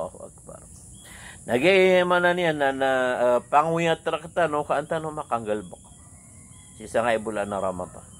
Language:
Maranao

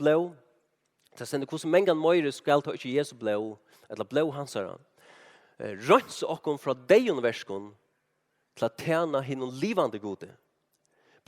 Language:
Faroese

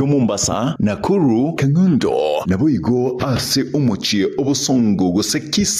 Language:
Gusii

